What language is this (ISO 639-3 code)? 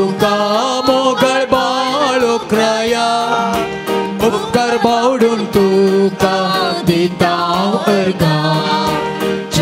kok